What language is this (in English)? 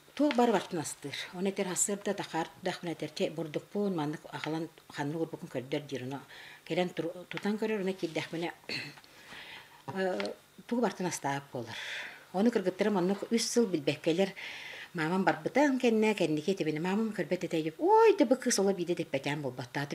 Yakut